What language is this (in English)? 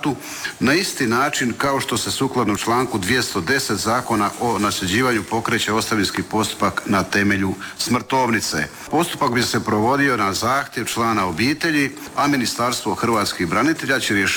Croatian